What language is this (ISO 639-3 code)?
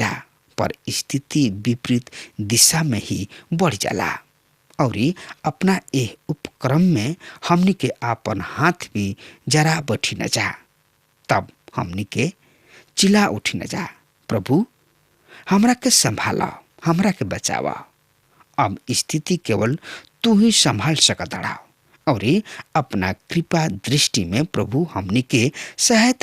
bho